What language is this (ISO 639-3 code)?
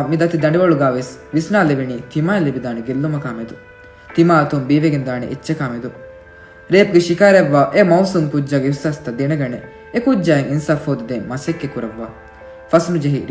div